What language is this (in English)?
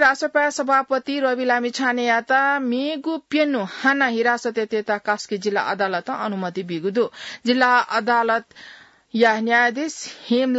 Newari